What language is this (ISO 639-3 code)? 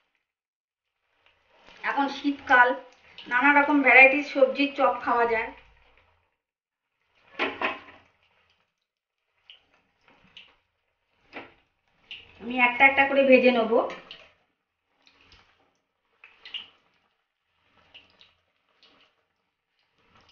ben